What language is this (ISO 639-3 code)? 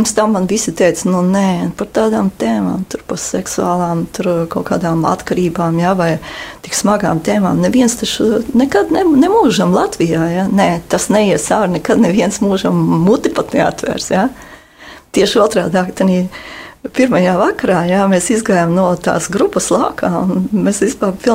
lav